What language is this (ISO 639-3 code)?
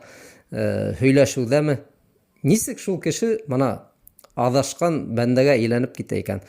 bak